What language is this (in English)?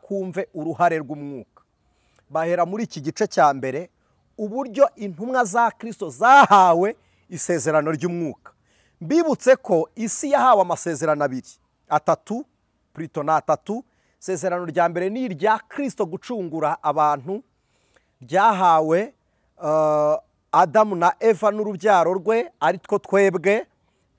Kinyarwanda